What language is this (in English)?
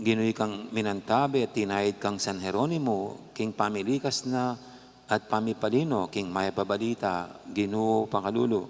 Pampanga